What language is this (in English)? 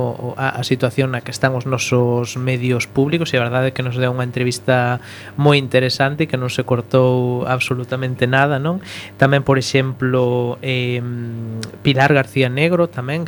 Galician